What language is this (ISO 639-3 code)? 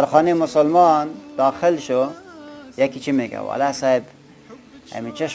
fas